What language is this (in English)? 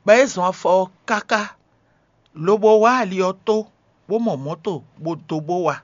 Fon